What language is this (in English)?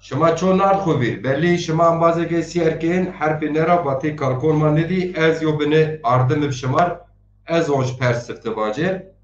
Zaza